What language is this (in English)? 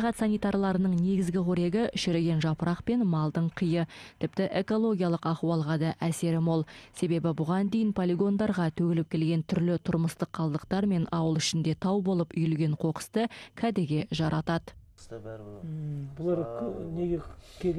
Kazakh